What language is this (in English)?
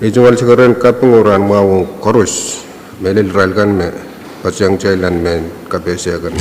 Pohnpeian